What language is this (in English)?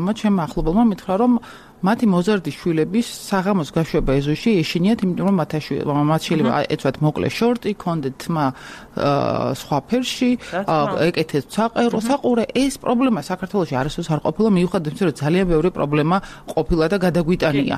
Georgian